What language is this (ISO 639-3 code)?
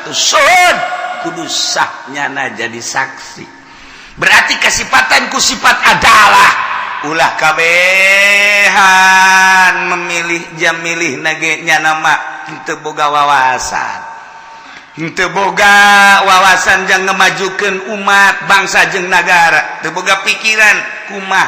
sun